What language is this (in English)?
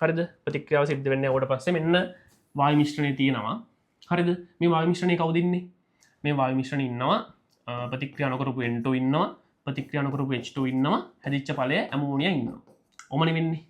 Sinhala